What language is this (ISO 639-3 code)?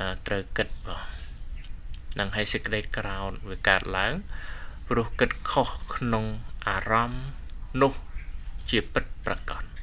khm